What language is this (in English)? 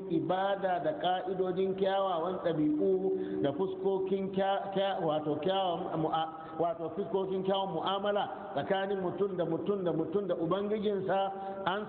Hausa